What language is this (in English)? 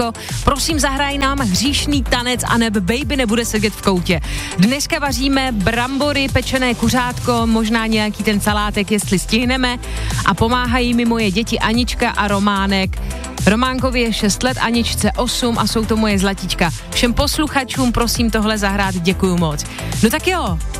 Czech